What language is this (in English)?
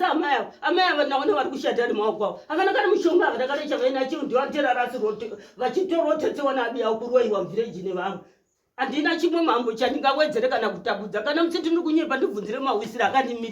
Shona